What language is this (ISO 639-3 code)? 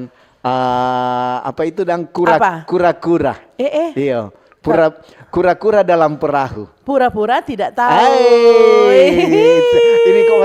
xmm